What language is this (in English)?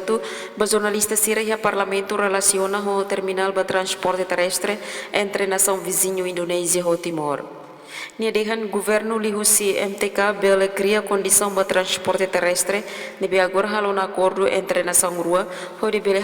Tetum